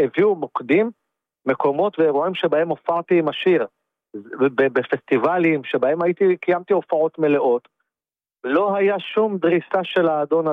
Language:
Hebrew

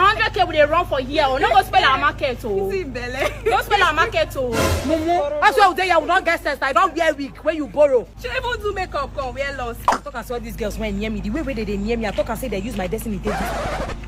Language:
Nigerian Pidgin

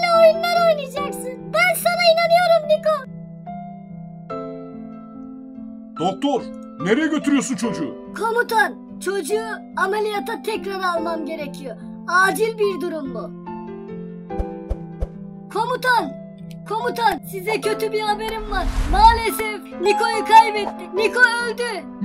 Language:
Turkish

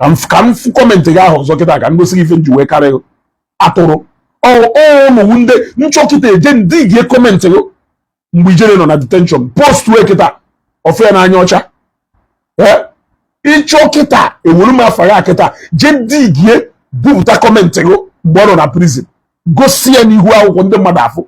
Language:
Igbo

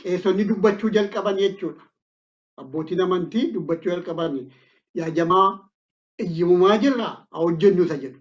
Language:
Oromo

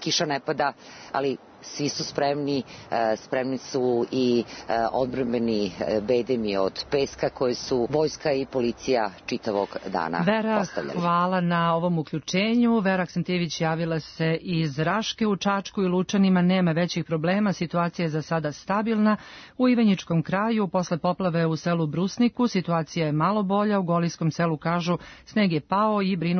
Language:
Serbian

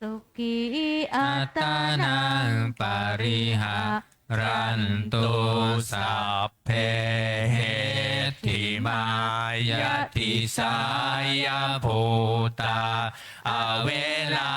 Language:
Pali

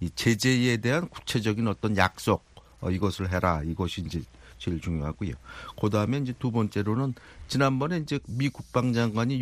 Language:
Korean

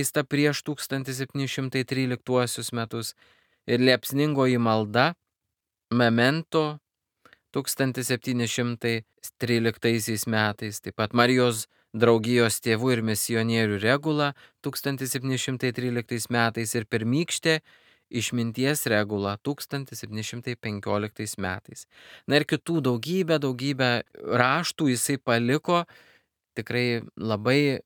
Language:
Lithuanian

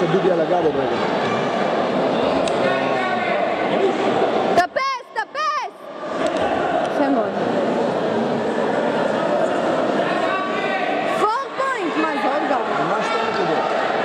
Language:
Hebrew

